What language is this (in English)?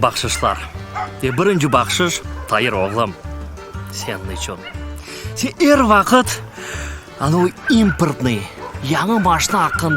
Crimean Tatar